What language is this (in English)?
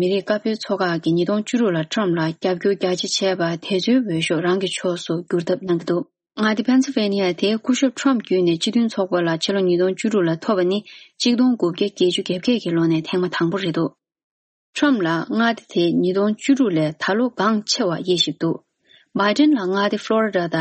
Tibetan